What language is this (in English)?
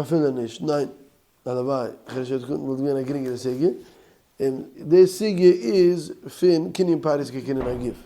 Yiddish